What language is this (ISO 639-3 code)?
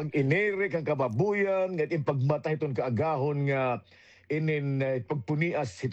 war